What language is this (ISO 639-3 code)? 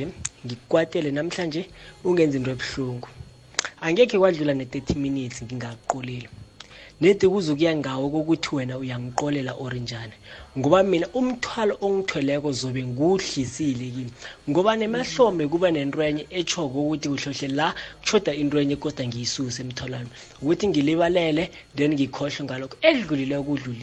nbl